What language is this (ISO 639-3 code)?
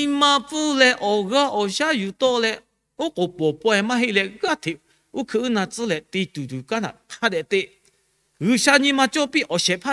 lhu